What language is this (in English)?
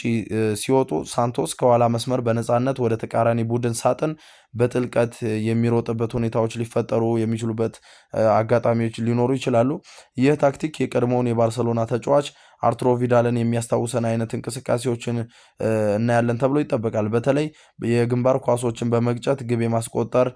Amharic